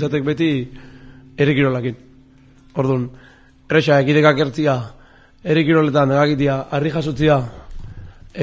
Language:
Basque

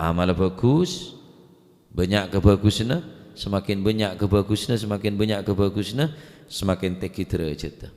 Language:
Madurese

